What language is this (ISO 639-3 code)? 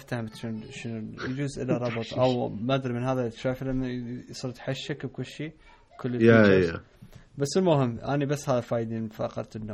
acm